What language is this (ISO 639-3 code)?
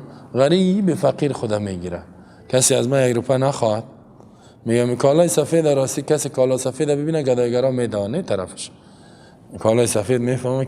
fas